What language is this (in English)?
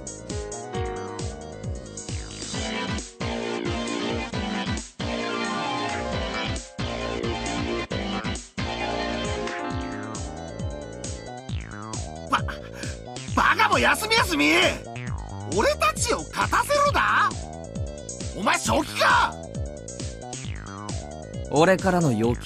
Japanese